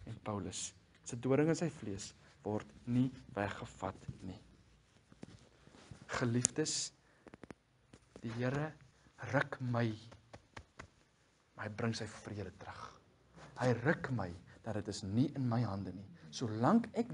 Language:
Afrikaans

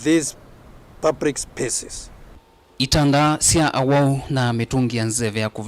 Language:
Kamba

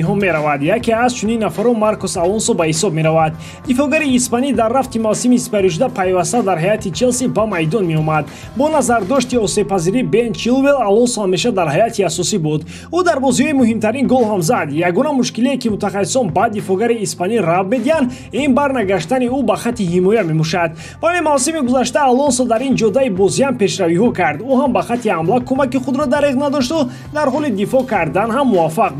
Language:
Tajik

